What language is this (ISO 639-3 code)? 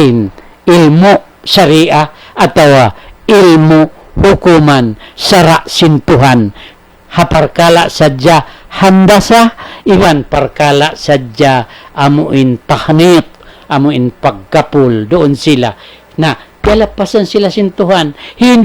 tsg